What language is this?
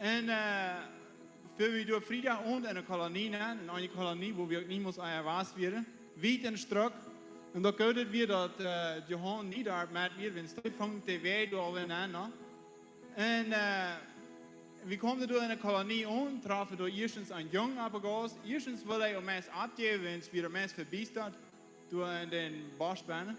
Plautdietsch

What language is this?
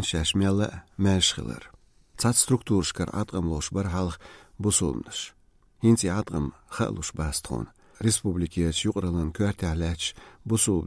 Chechen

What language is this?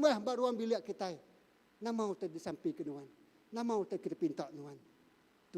Iban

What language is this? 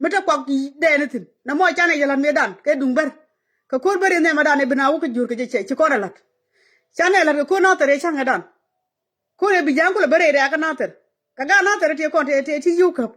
Nuer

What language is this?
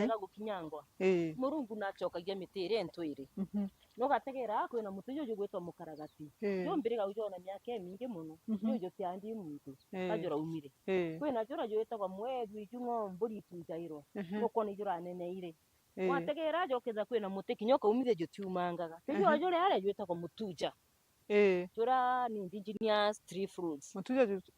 Meru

